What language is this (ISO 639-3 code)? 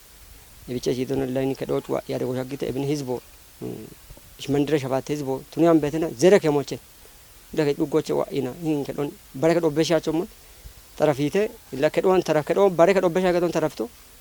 kbr